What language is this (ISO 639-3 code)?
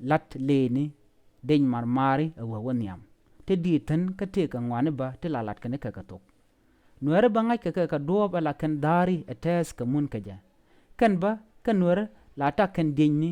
nus